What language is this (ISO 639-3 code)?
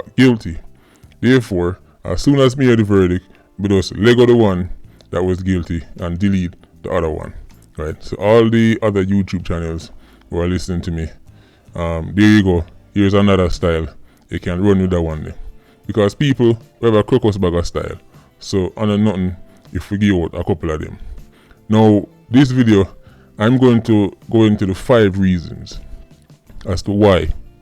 jam